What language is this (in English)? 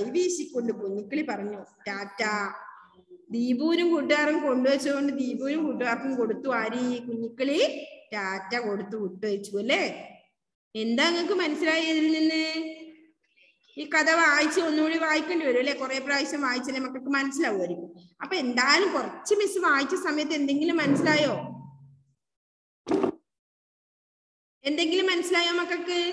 Malayalam